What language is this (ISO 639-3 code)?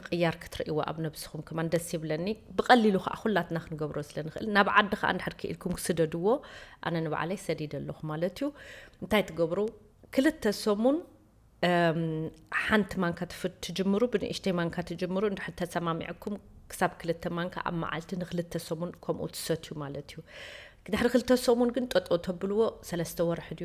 tir